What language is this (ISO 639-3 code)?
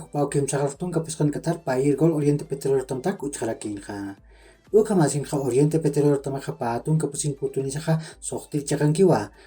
aym